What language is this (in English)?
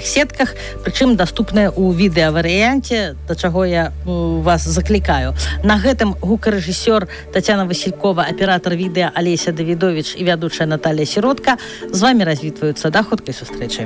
Belarusian